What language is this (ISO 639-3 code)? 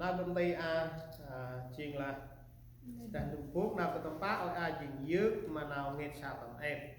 cmo